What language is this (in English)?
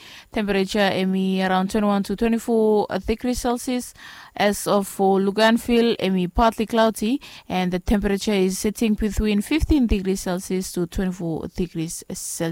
Bislama